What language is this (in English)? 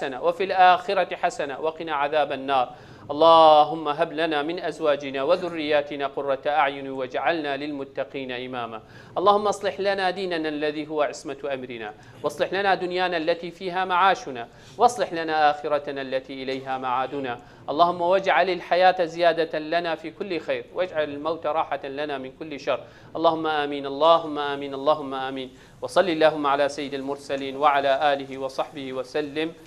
Kurdish